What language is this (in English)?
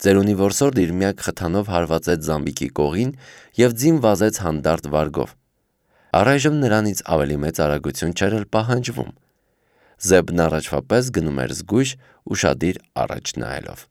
Armenian